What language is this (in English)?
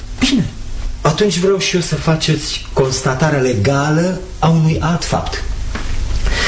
Romanian